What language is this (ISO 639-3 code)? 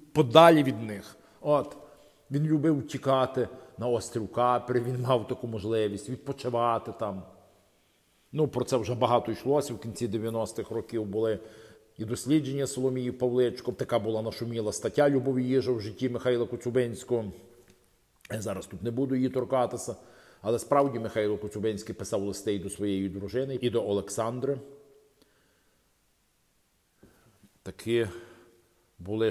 ukr